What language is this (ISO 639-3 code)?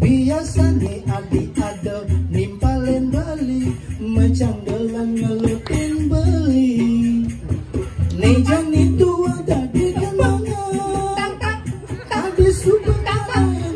ban